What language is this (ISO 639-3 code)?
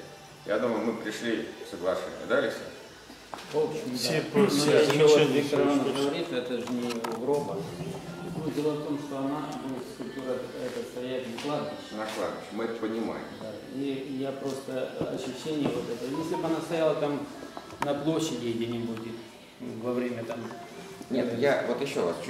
rus